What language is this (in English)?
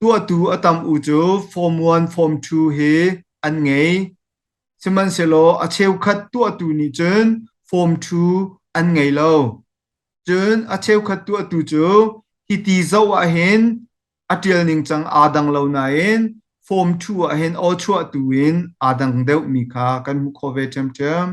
Hakha Chin